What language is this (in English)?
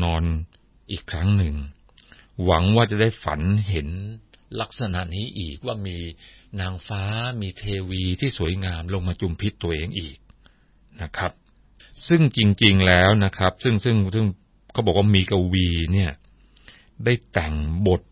Thai